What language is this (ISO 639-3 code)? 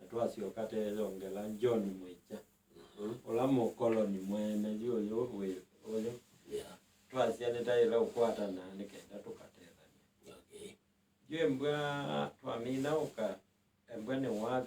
kam